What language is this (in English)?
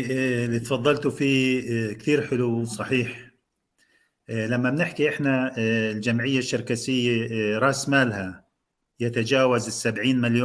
North Levantine Arabic